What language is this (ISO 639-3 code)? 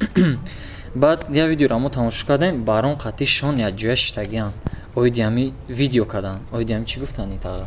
tgk